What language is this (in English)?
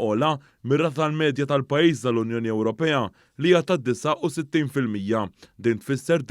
Maltese